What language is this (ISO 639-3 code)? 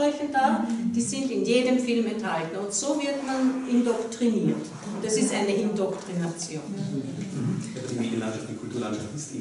deu